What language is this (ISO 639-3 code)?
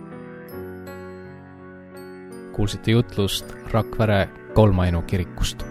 est